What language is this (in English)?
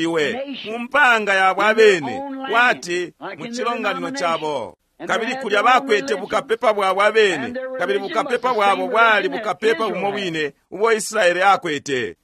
Bemba